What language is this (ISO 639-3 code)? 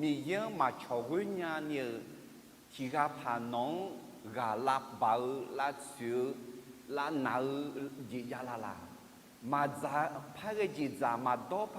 ahk